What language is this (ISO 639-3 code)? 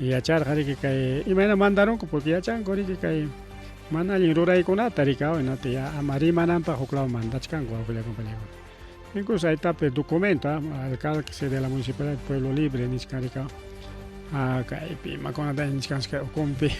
quy